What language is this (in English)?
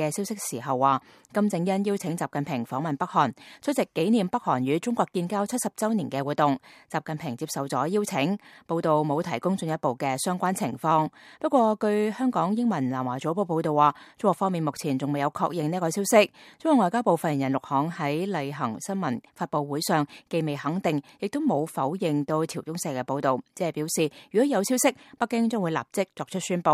Cantonese